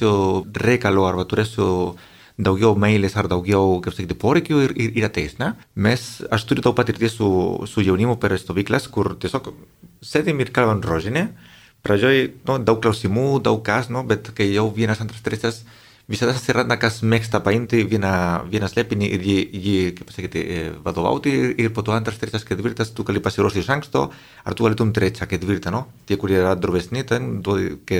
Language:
Lithuanian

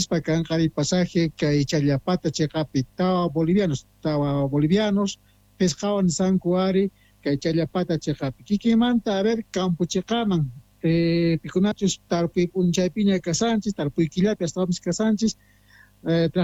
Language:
Quechua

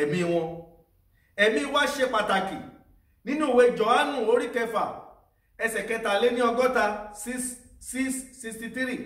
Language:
Yoruba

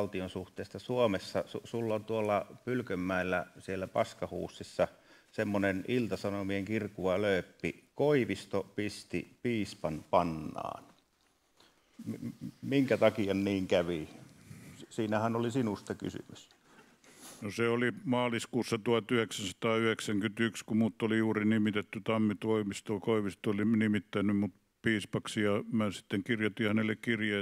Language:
Finnish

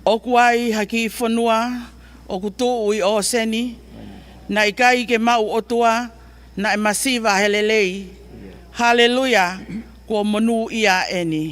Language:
Tongan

